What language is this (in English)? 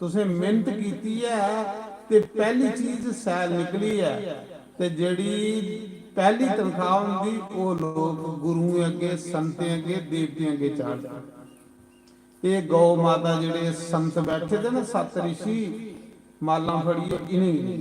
Dogri